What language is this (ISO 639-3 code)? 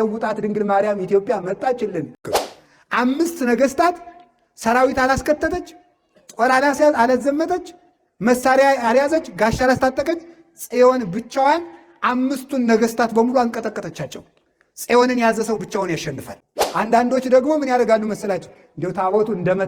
amh